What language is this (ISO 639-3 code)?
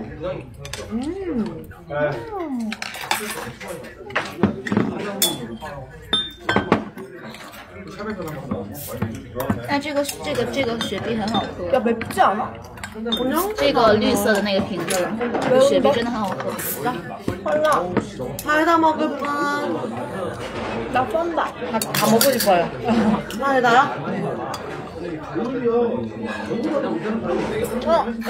kor